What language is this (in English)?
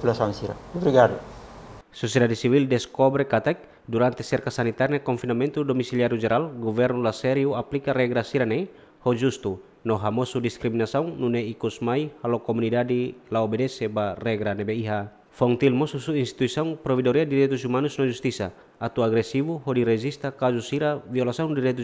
Tetum